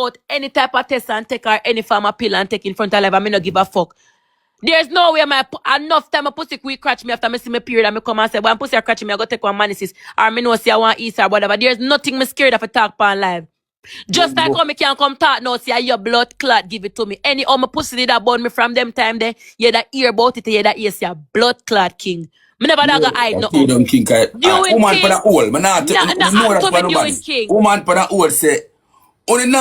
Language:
Jamaican Creole English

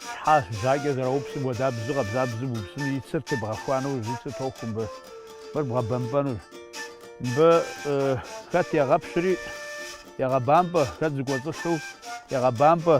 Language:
Kabardian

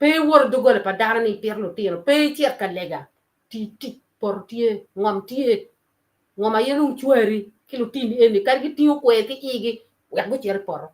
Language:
Acoli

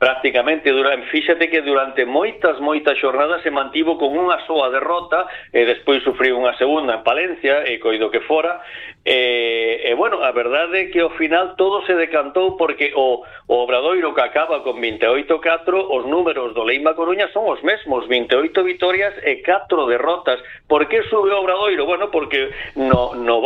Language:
Galician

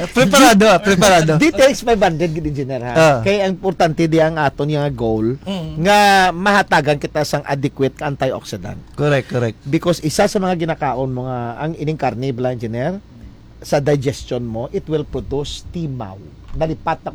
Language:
Hiligaynon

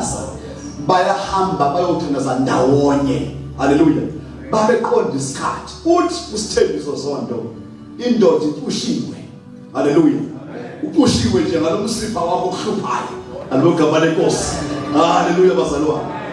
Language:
Zulu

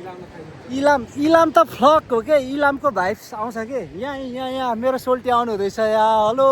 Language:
Nepali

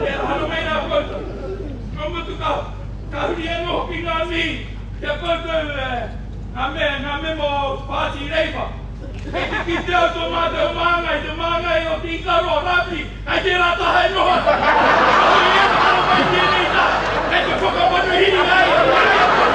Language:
Māori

